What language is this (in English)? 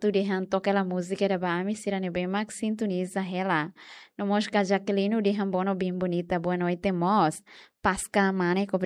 Tetum